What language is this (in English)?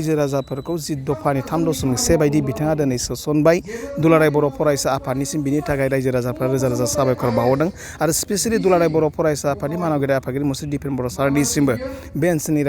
Bodo